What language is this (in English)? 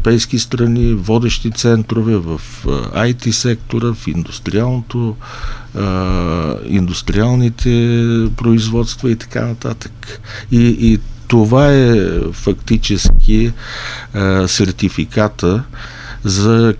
Bulgarian